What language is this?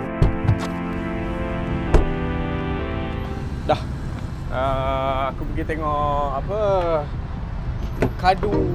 Malay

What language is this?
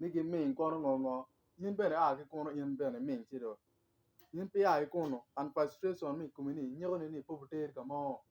Acoli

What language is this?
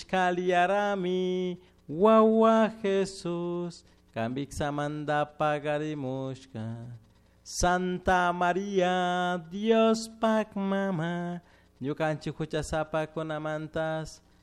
Chimborazo Highland Quichua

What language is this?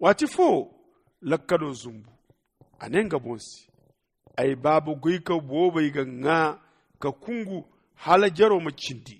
Zarma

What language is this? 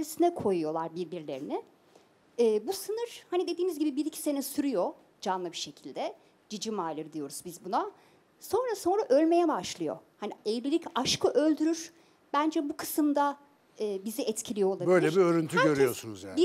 Turkish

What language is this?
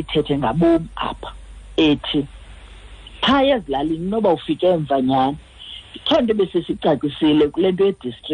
Xhosa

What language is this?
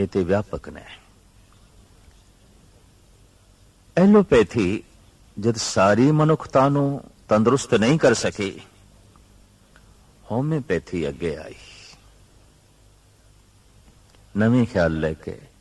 Punjabi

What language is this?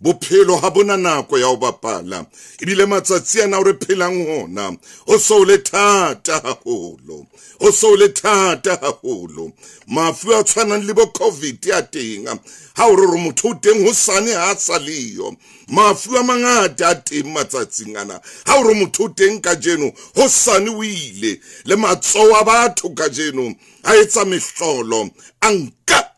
Southern Sotho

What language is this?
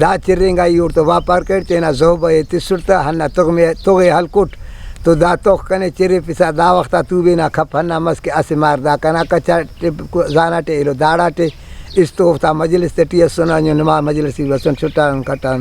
Brahui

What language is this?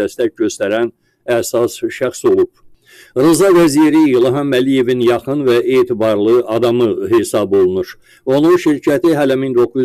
Azerbaijani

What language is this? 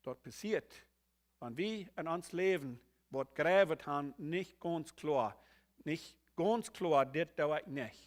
Plautdietsch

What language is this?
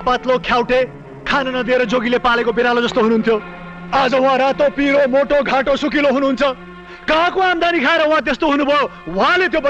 Nepali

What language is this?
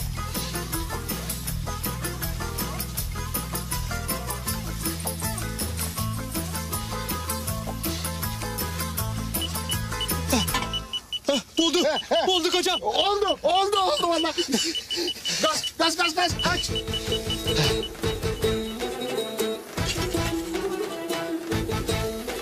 Turkish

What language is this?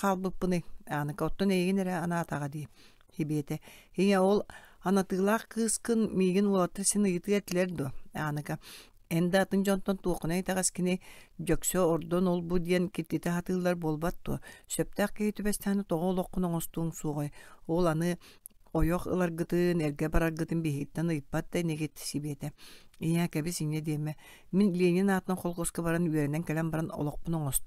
Yakut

